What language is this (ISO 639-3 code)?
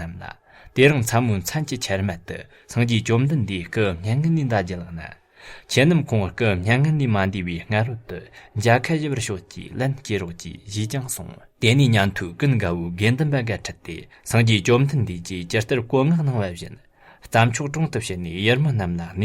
bod